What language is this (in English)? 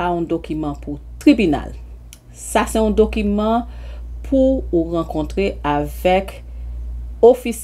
Haitian Creole